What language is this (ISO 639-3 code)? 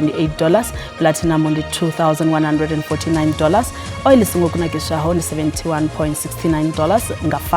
ven